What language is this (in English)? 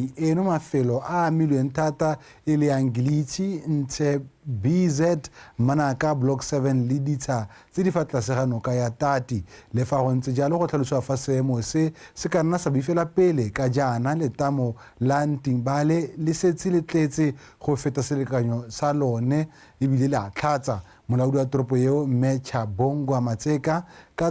Tswana